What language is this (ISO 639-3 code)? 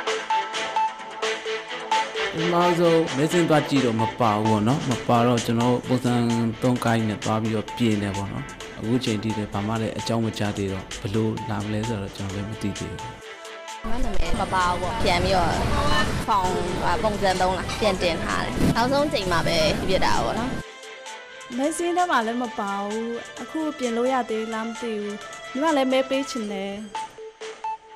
mya